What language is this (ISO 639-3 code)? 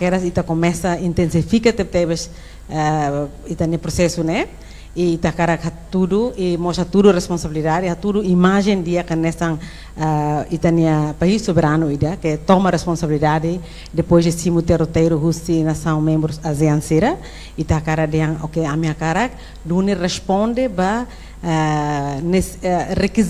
tet